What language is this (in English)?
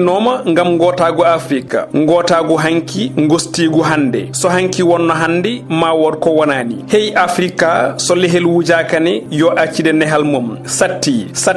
Fula